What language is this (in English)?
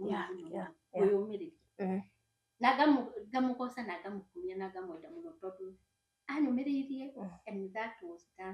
Kikuyu